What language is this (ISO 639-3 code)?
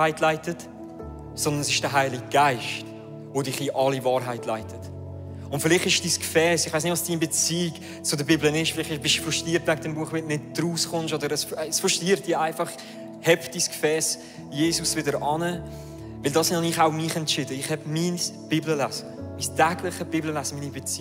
gsw